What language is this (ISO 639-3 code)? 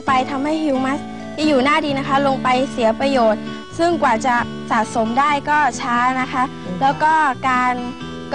tha